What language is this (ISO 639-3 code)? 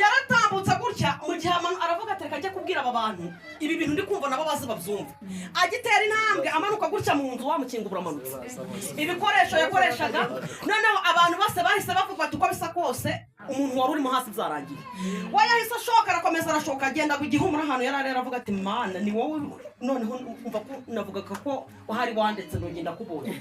kin